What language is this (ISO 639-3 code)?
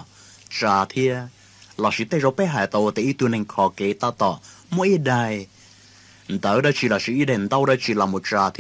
hmn